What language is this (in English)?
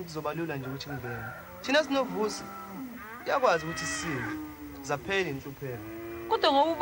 Zulu